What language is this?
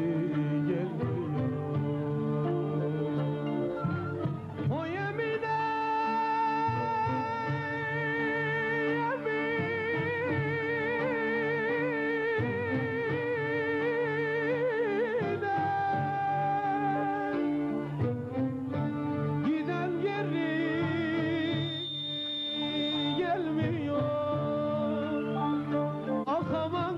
Turkish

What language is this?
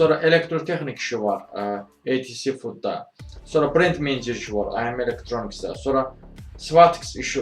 Azerbaijani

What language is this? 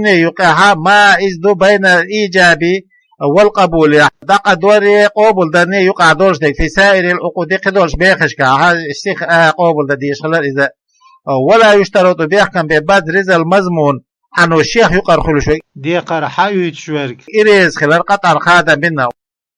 Chechen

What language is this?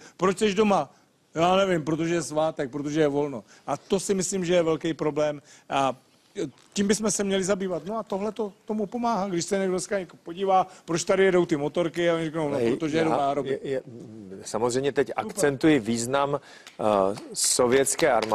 Czech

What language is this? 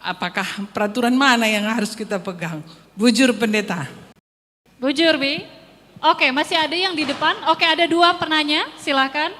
Batak Karo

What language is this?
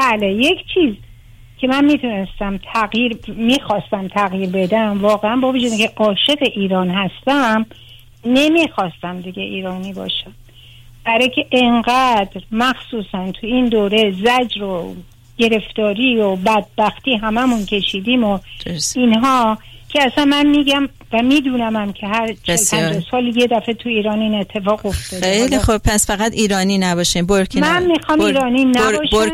Persian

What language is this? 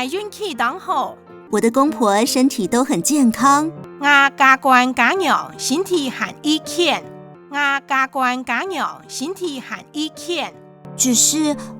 Hakka Chinese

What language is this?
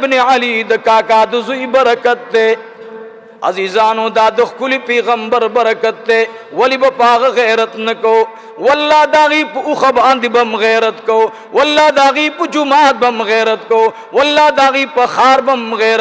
Pashto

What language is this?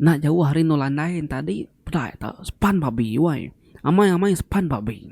Iban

